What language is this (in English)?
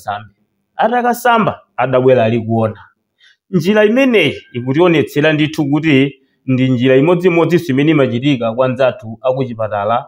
Nyanja